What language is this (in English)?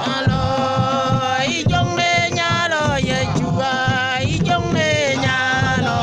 Mabaan